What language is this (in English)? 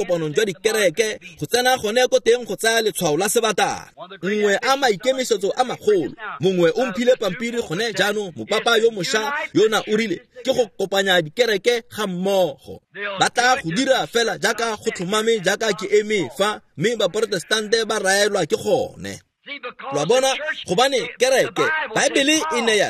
Tswana